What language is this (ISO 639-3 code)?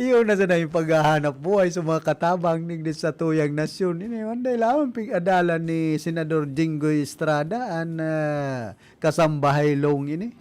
bik